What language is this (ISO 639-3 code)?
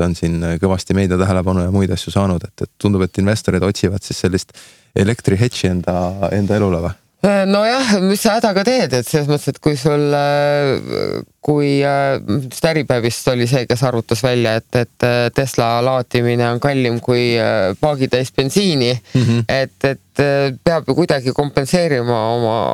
est